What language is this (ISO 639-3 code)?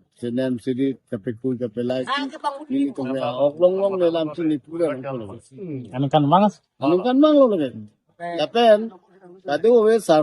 mjw